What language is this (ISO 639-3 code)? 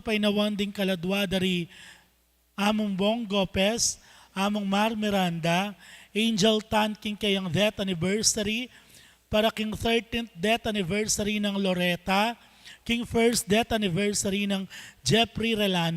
pam